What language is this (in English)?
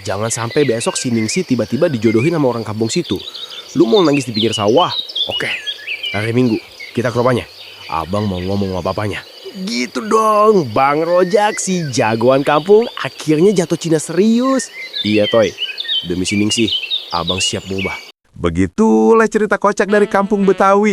Betawi